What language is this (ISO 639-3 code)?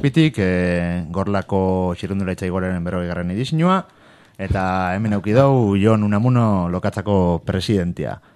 eus